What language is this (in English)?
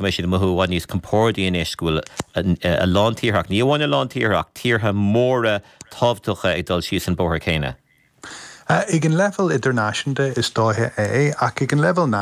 Irish